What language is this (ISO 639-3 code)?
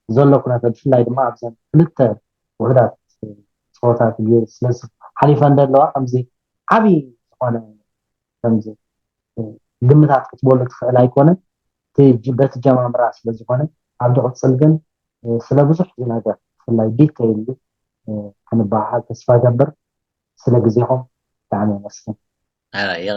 tir